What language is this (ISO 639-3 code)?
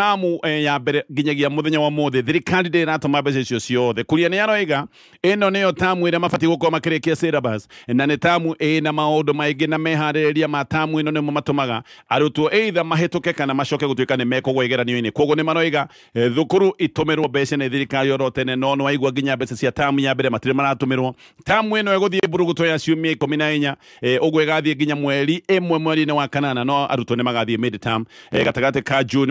kik